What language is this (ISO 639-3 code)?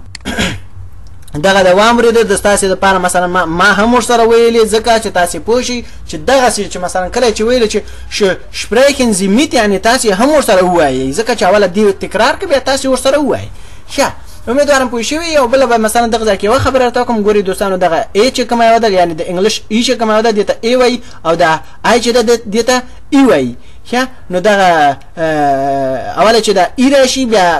pus